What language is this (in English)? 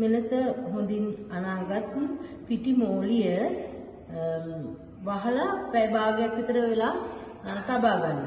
Sinhala